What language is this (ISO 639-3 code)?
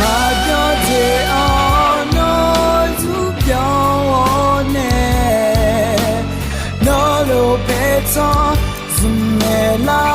ahk